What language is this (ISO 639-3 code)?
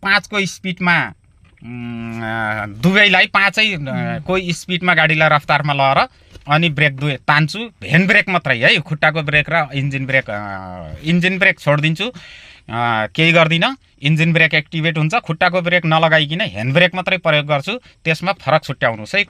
nep